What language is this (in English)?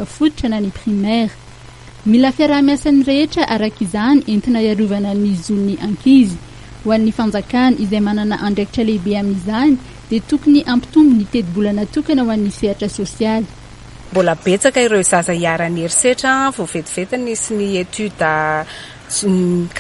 Malagasy